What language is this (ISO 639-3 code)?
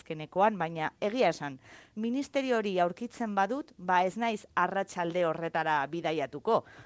eus